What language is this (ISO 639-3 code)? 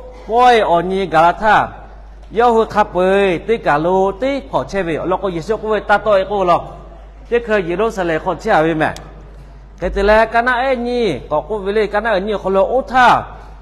lhu